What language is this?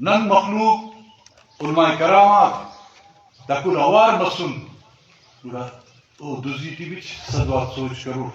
Brahui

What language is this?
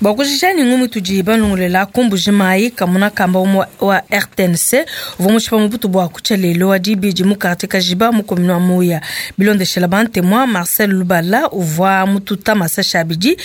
Luba-Lulua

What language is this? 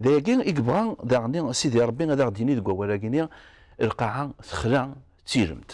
Kabyle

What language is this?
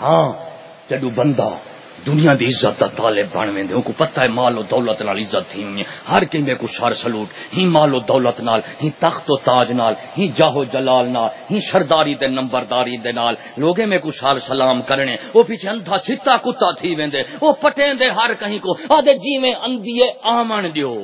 Saraiki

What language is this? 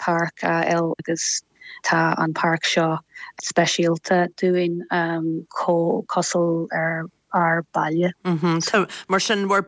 Irish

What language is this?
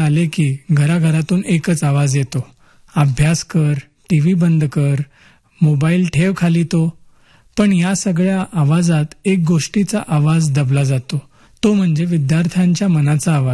Marathi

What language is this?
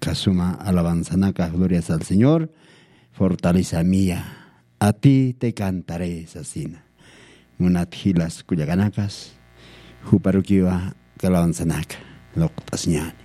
Aymara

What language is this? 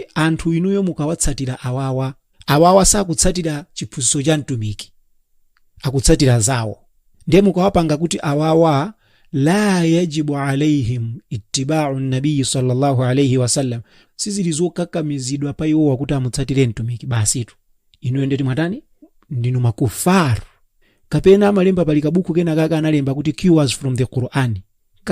Nyanja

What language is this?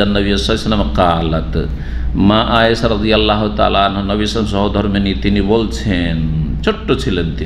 Bangla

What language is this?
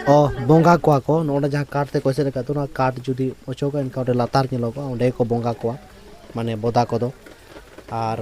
Santali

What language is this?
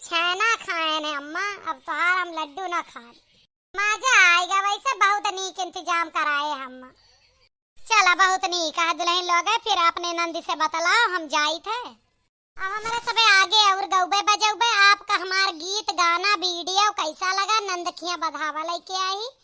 Awadhi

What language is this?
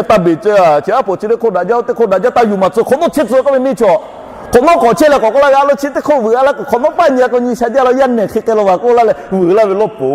Lahu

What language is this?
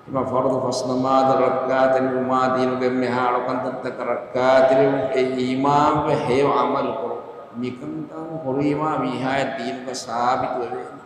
Divehi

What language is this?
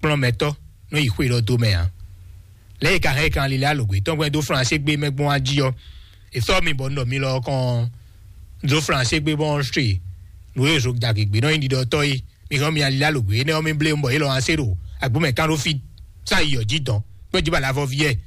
Fon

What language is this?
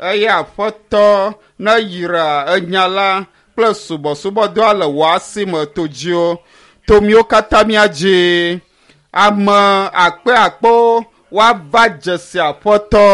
Ewe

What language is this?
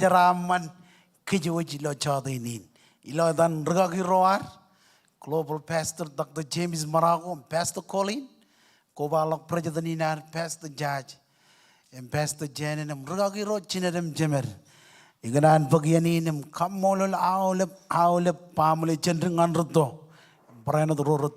Marshallese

